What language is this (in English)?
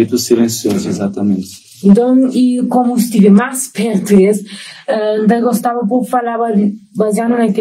Kabuverdianu